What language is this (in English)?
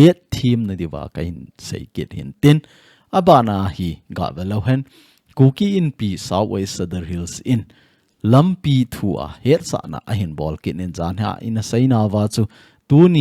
Thado Chin